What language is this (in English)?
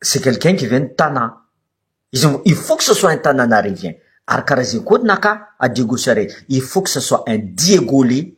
Malagasy